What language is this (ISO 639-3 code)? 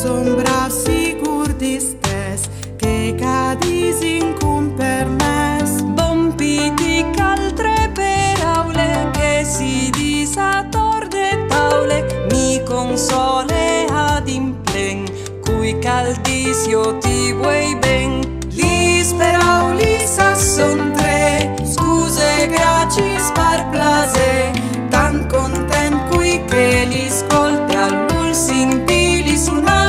fur